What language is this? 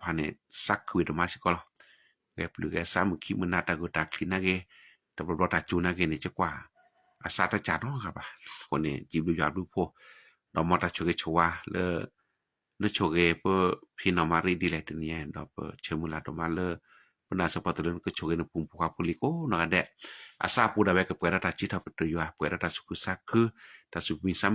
S'gaw Karen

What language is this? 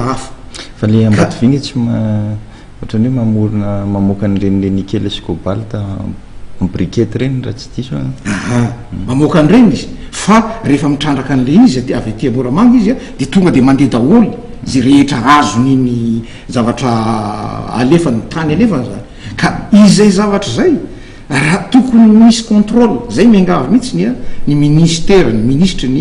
Malagasy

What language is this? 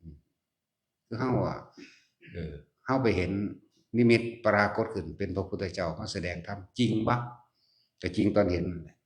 Northeastern Thai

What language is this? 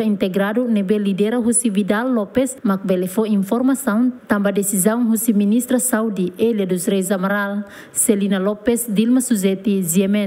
Tetum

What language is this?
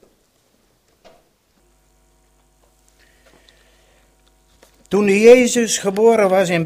Dutch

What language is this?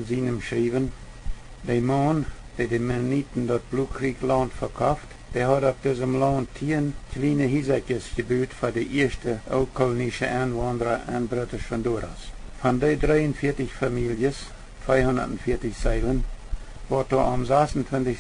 Plautdietsch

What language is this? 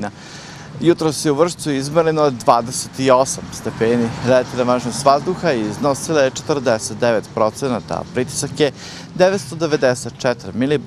Serbian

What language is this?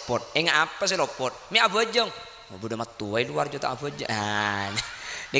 Madurese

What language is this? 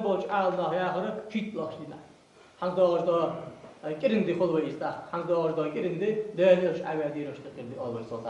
Ingush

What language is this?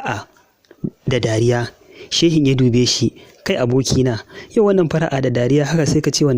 Hausa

